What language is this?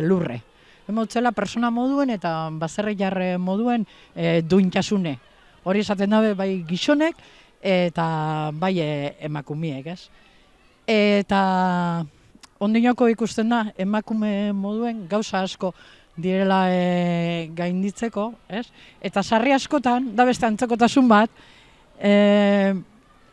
Basque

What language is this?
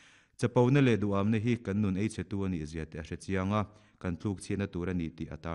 Mizo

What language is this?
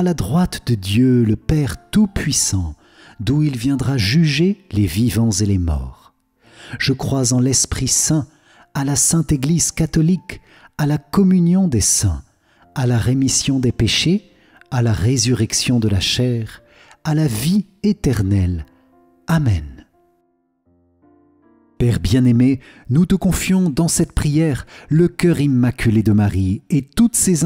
French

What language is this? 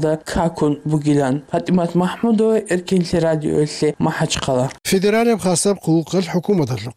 Avaric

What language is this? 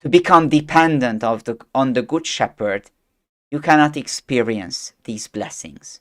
English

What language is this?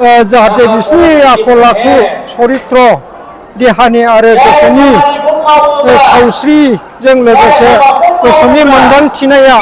Bodo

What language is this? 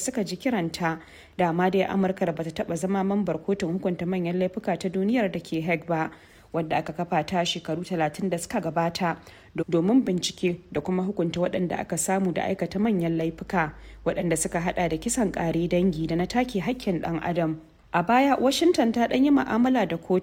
Hausa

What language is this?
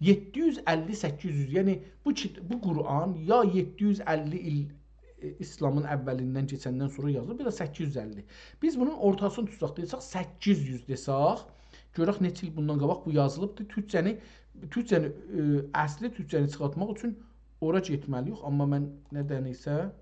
South Azerbaijani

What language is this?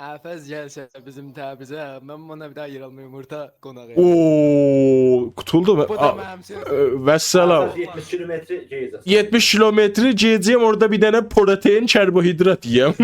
South Azerbaijani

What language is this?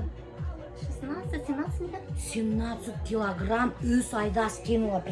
Bashkir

